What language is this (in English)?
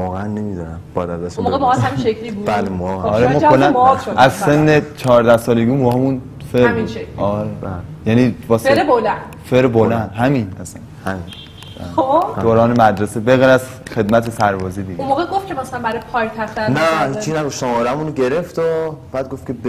Persian